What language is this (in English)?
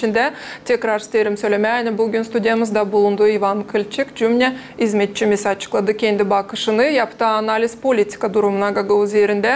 Gagauz